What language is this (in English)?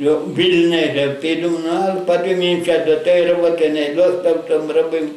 Rusyn